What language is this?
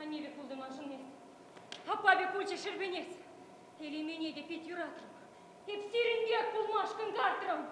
Chuvash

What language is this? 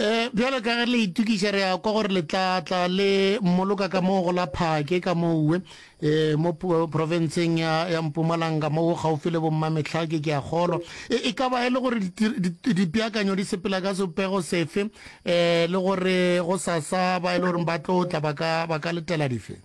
Northern Sotho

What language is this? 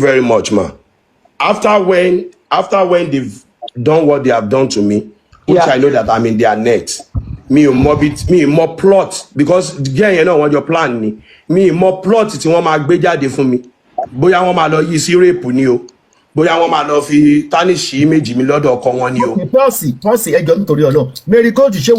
Yoruba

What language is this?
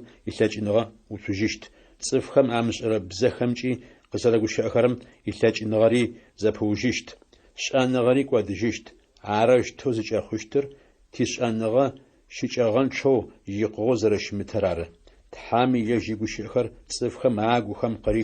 Adyghe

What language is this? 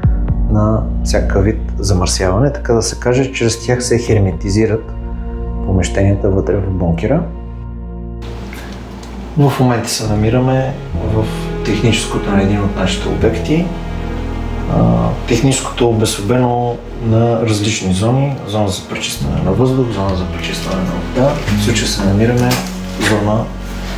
Bulgarian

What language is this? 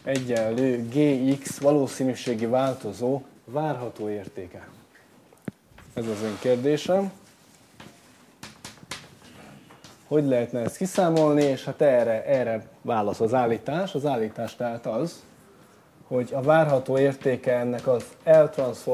Hungarian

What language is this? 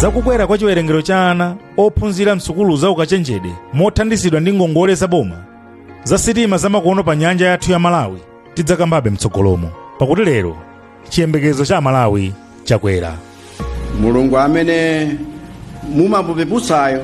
Nyanja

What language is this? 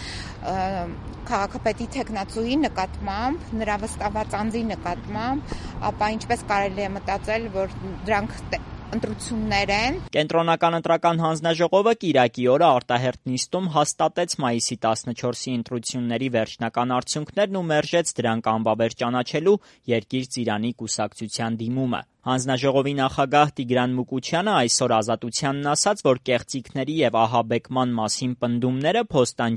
Armenian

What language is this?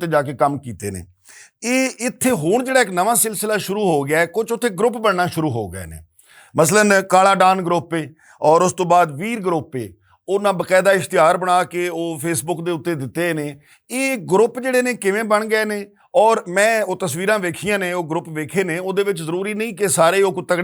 Western Panjabi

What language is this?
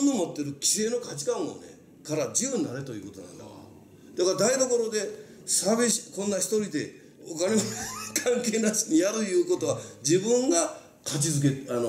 Japanese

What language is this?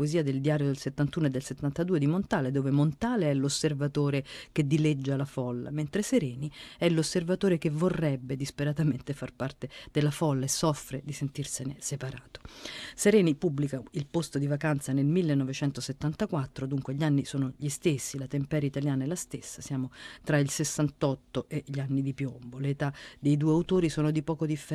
Italian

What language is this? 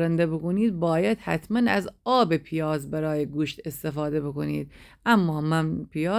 Gilaki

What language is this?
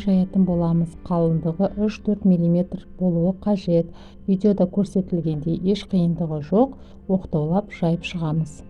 Kazakh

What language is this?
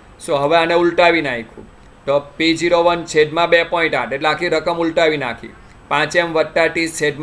Gujarati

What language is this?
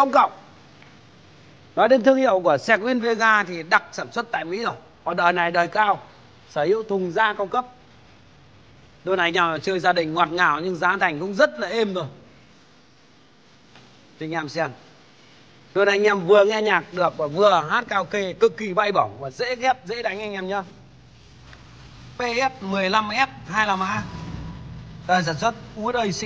Vietnamese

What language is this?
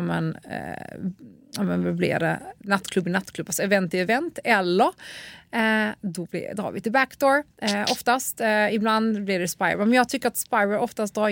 Swedish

